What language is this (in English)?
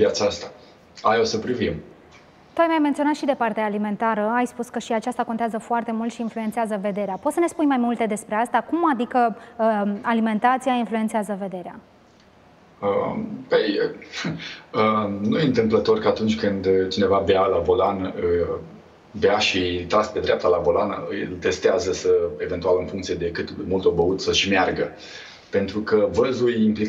Romanian